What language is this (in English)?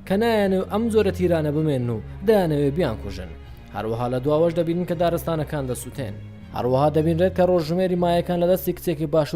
Central Kurdish